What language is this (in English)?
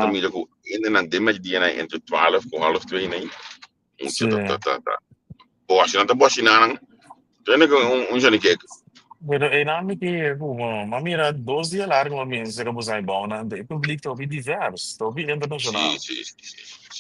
Papiamento